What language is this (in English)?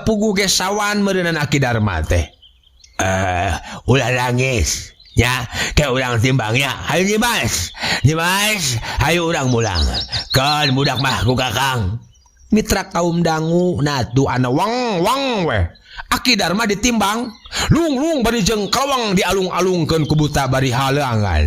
Sundanese